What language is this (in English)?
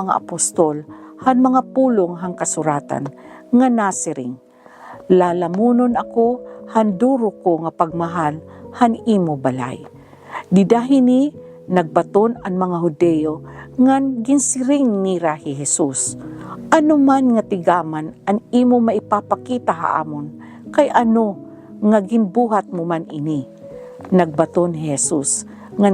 Waray